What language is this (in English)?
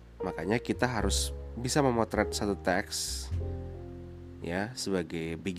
Indonesian